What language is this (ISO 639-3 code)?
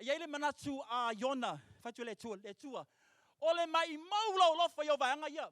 smo